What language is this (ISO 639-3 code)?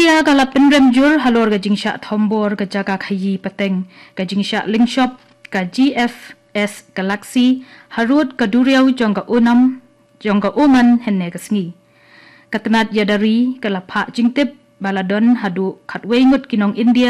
kha